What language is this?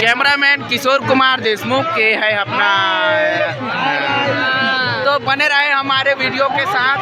Chhattisgarhi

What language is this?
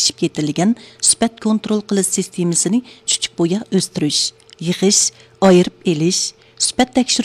Uyghur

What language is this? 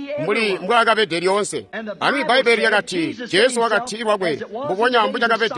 Tonga (Zambia)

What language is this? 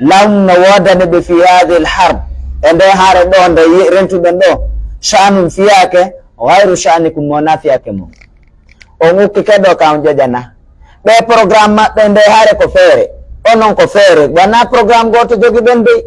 Pular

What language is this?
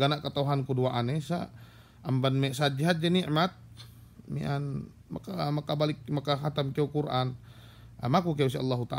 Yakan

